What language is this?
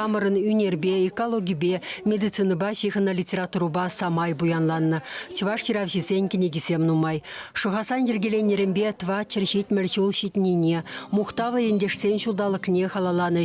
Chuvash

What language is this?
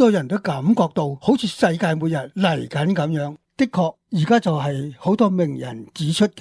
Cantonese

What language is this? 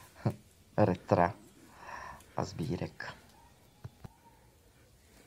Czech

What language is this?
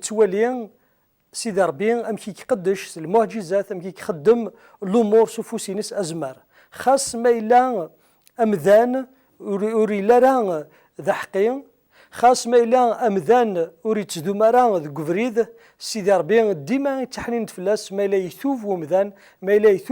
Kabyle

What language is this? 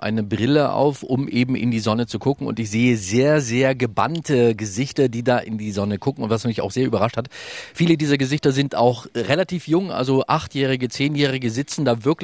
German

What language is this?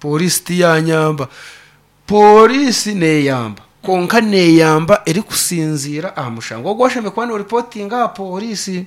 Nyankole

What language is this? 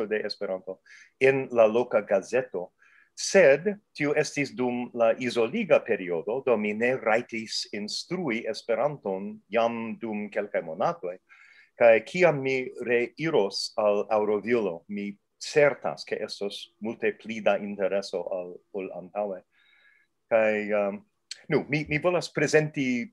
Esperanto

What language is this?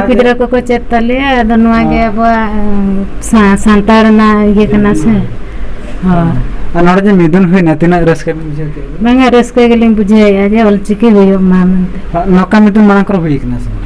Santali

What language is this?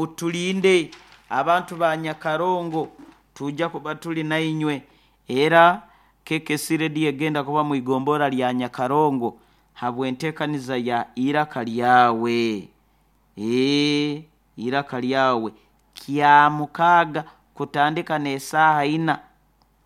Nyoro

